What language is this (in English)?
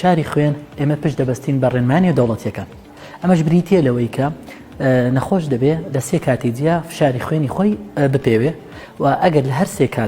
Central Kurdish